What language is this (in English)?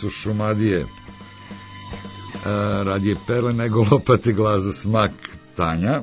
Serbian